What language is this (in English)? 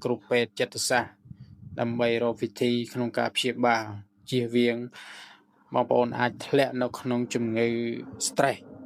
Khmer